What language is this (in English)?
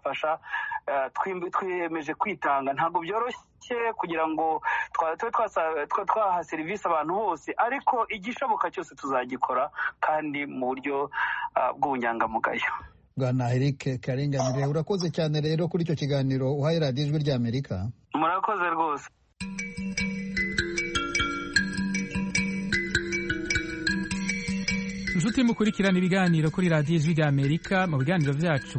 Kinyarwanda